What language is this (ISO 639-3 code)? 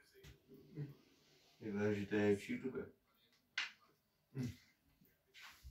ces